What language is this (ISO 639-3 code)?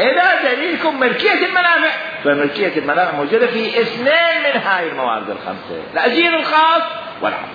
acm